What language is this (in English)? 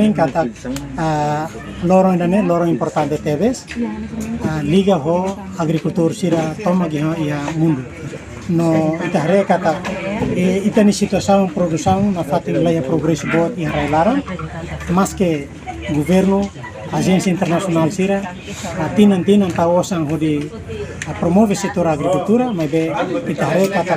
Tetum